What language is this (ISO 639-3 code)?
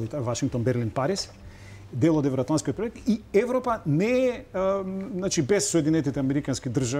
mkd